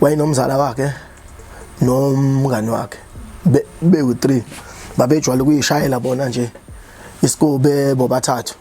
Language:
Zulu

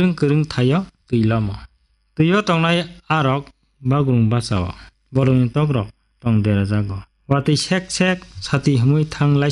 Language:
Kok Borok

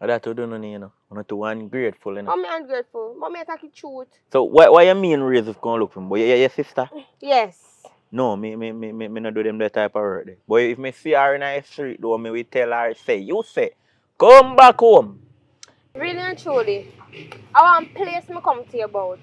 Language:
Jamaican Creole English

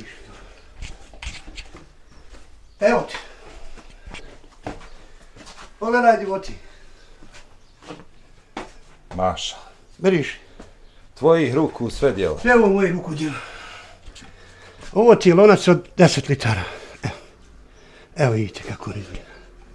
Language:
Bosnian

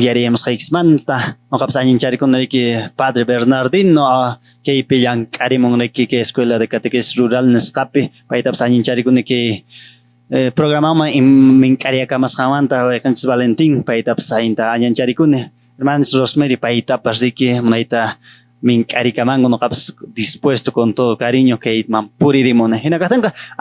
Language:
Quechua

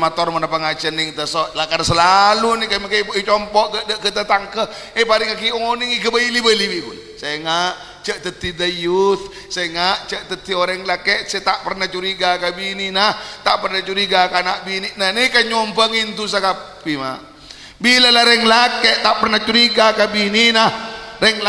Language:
Madurese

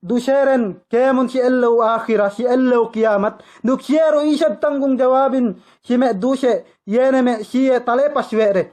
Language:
Yakan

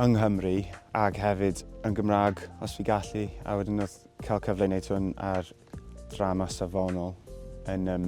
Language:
Welsh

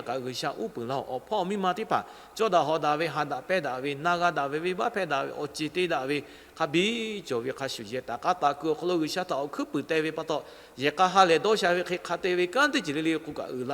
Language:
Lahu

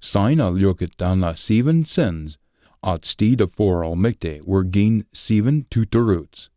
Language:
Scots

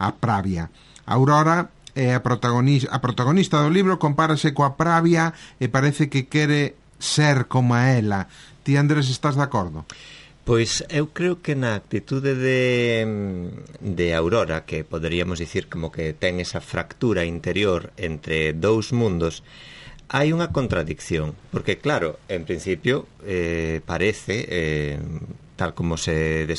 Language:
Galician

